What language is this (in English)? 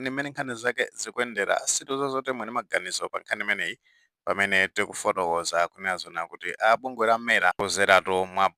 Nyanja